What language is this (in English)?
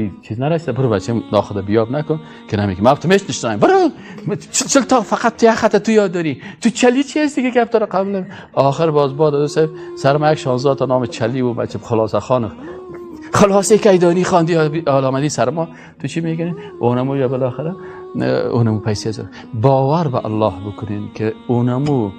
Persian